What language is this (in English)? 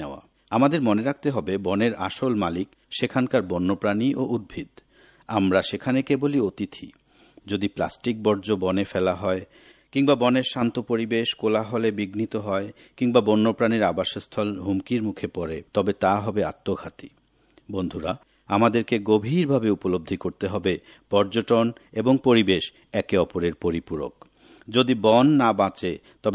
Bangla